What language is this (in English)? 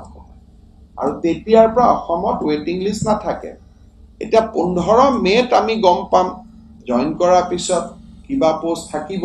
Assamese